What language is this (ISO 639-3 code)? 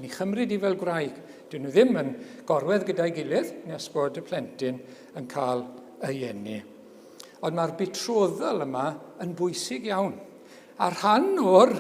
cym